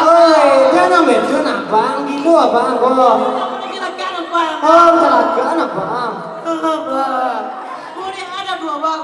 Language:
Minangkabau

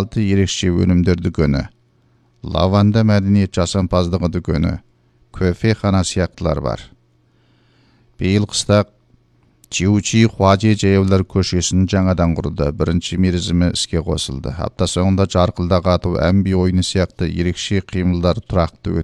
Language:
Kazakh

